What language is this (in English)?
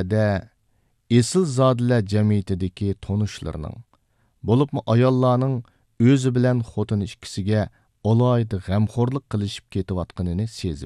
Uyghur